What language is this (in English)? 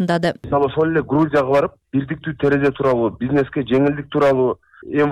Kyrgyz